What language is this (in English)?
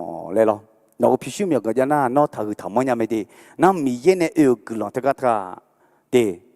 Akha